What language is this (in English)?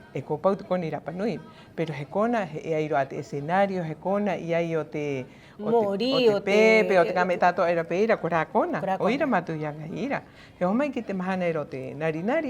Rapanui